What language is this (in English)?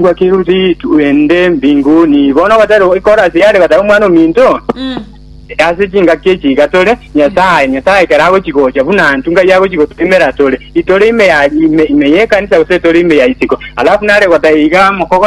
Gusii